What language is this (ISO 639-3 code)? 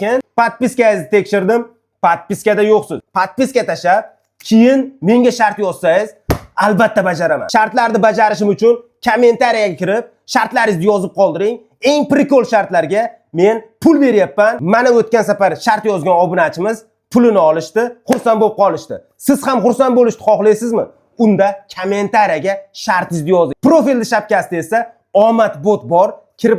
uzb